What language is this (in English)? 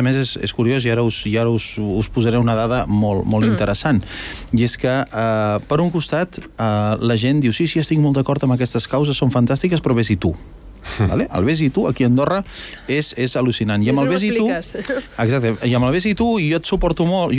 Catalan